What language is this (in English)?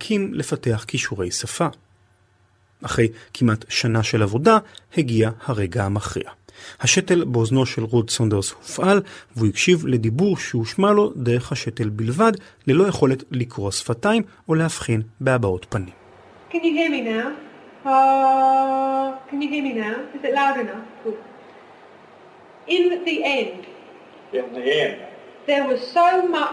Hebrew